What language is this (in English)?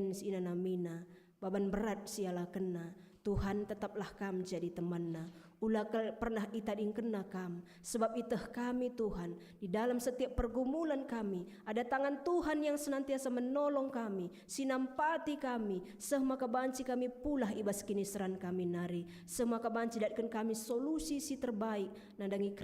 Batak Karo